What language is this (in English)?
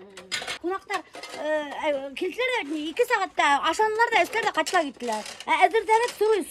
Bashkir